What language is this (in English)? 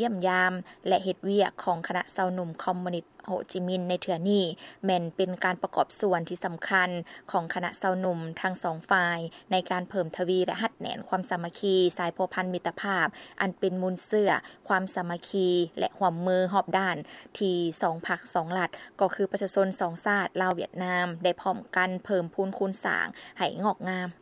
Lao